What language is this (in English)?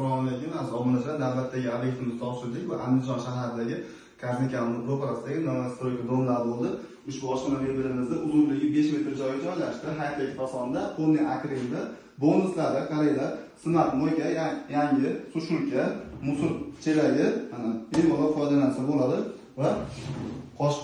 Uzbek